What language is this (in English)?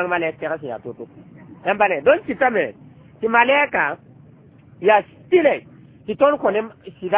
Mossi